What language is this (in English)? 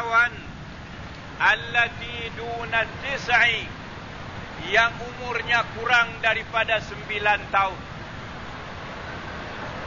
Malay